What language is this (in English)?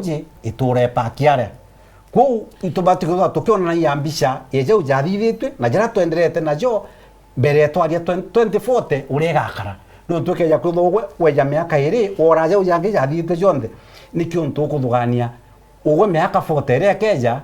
Meru